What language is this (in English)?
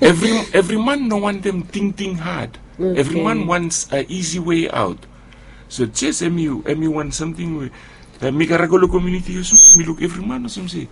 Bislama